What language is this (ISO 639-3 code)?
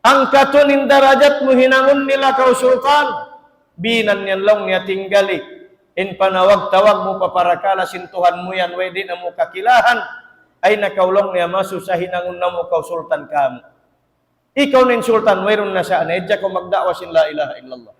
tsg